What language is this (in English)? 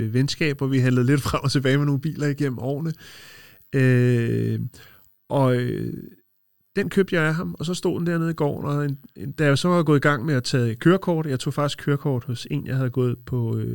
Danish